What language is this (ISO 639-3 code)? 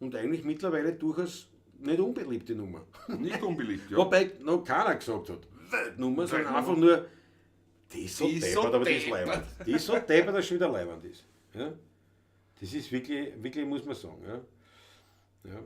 bar